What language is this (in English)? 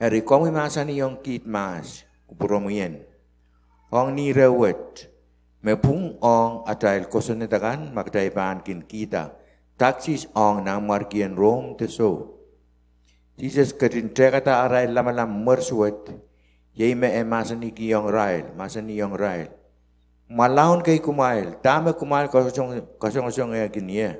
Pohnpeian